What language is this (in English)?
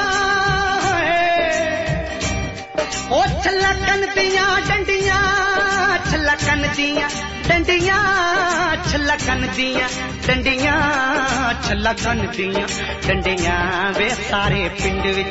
Punjabi